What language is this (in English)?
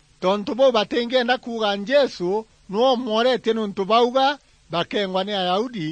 Meru